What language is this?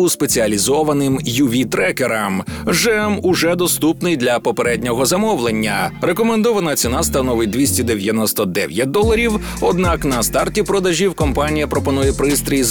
Ukrainian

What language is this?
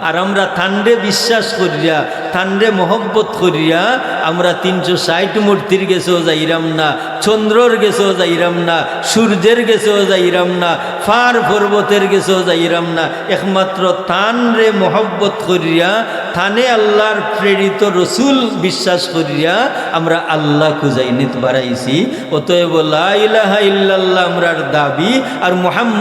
Sylheti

